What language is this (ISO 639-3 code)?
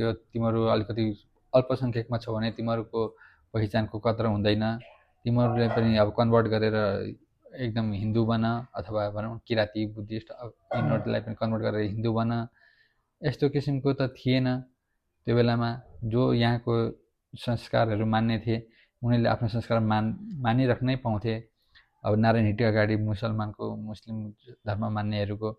nep